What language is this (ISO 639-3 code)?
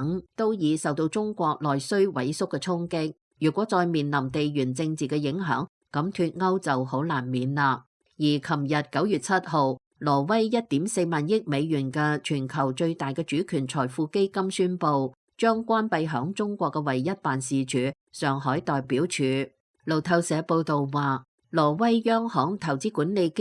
yue